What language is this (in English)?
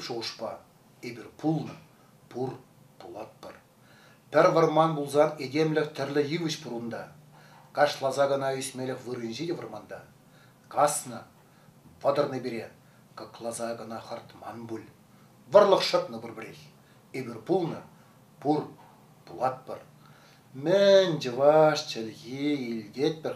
Chuvash